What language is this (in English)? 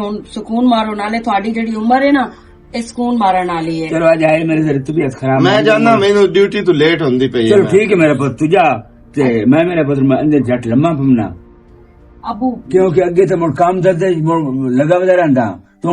Western Panjabi